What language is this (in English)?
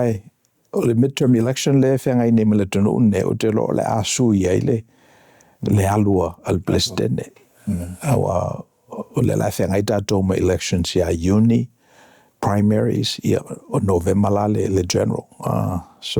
Samoan